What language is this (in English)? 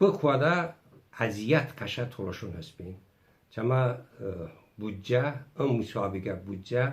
Talysh